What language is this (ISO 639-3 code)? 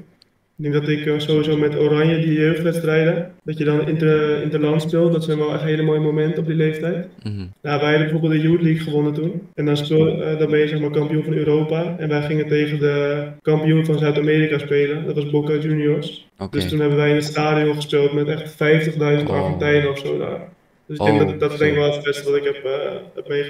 nld